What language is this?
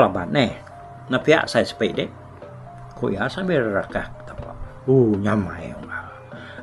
Iban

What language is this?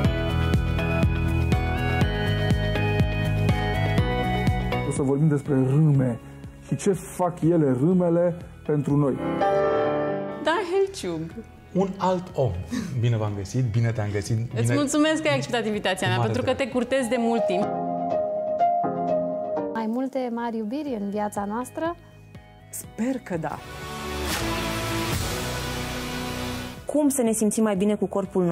Romanian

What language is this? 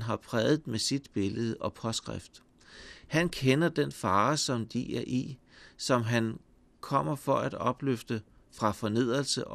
Danish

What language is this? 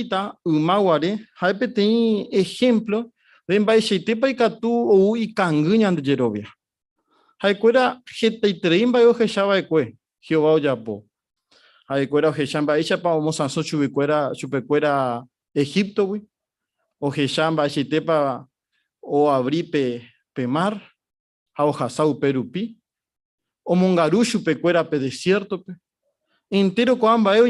Guarani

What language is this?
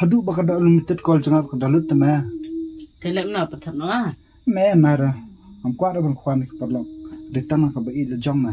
Khasi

